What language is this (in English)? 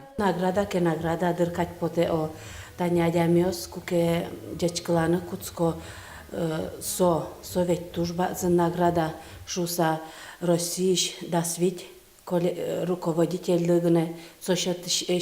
Udmurt